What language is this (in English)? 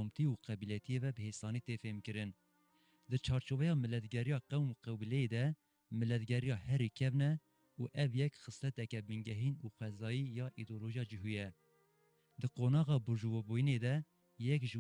Kurdish